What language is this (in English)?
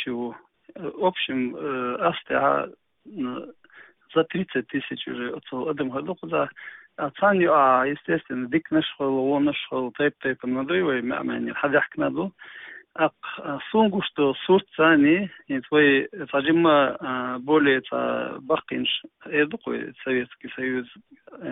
Chechen